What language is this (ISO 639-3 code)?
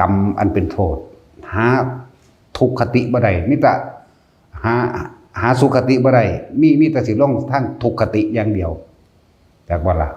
tts